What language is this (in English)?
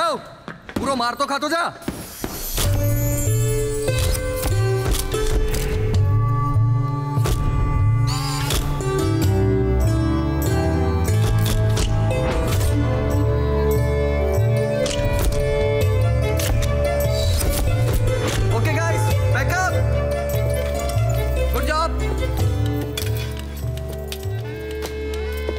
Gujarati